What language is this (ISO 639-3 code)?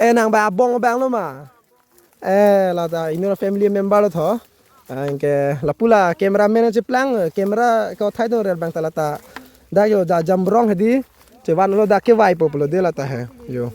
mjw